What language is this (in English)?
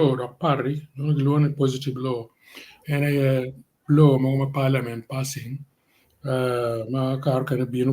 Acoli